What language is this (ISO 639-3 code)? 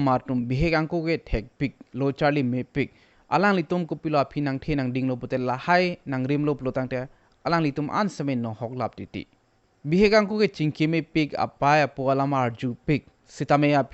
mjw